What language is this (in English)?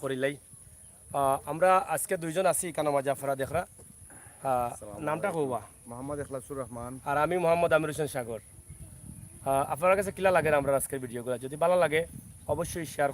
Sylheti